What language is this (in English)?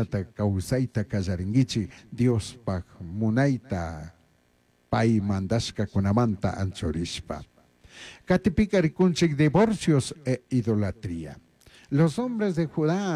Chimborazo Highland Quichua